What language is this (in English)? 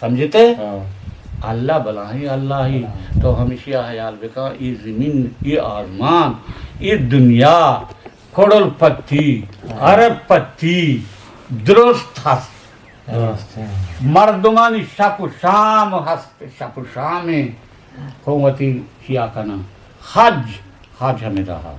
Eastern Balochi